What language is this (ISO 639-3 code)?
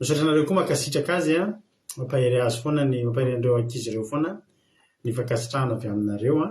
mlg